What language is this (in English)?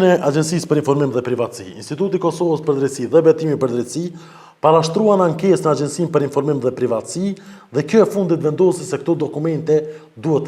Albanian